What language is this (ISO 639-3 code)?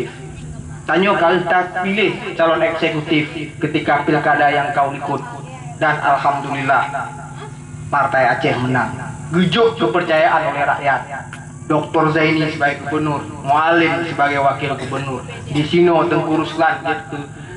ace